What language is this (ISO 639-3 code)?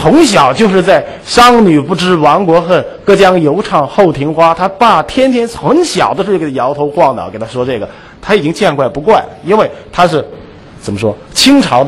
zho